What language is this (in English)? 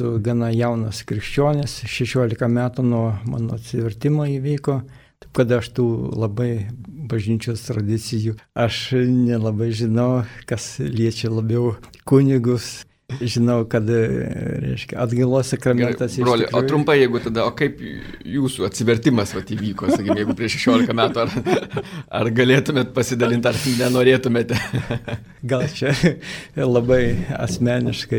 Lithuanian